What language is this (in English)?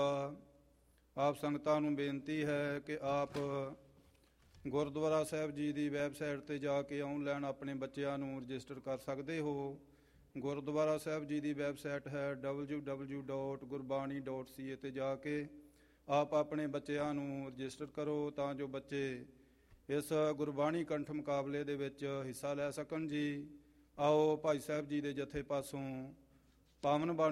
Punjabi